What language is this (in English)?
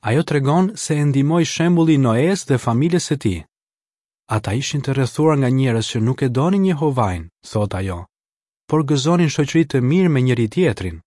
Albanian